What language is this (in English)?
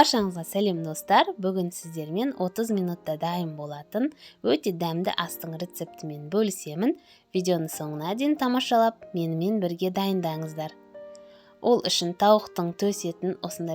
Kazakh